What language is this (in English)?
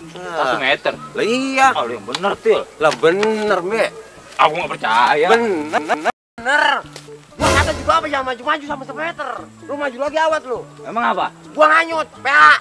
Betawi